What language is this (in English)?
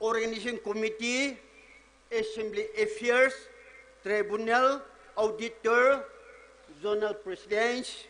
Poumei Naga